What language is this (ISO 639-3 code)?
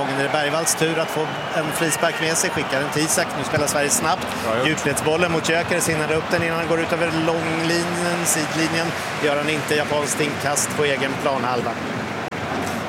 swe